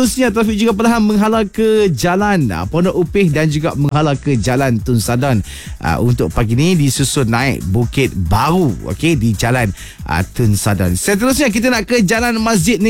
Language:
Malay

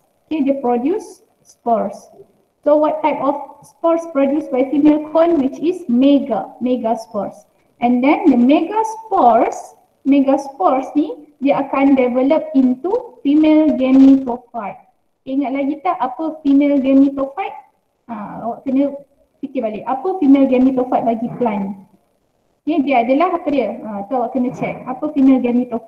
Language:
Malay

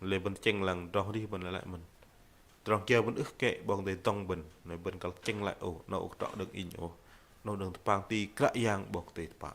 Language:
Bahnar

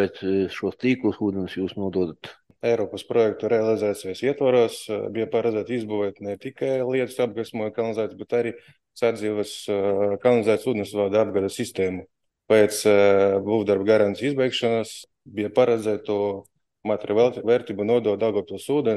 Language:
Latvian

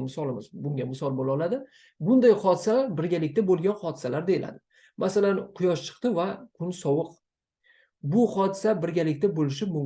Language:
Uzbek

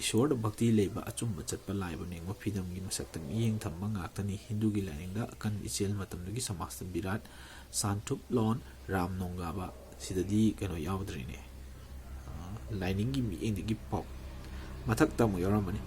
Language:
Manipuri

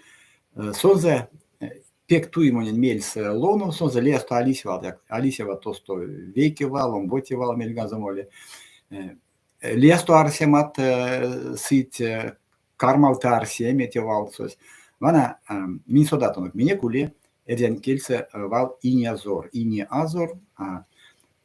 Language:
Erzya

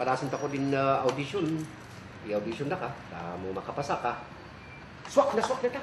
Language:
Kankanaey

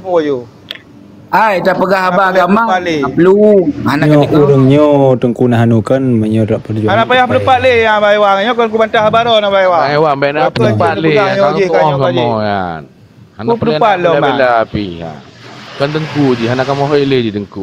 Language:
Achinese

